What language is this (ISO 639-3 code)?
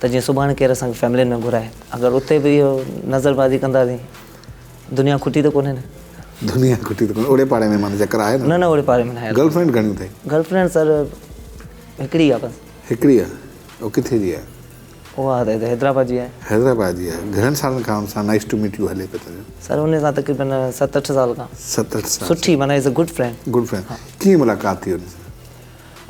snd